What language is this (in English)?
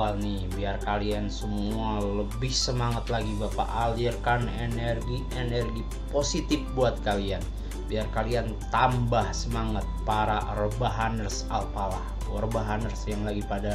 Indonesian